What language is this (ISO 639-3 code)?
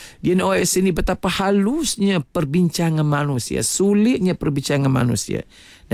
msa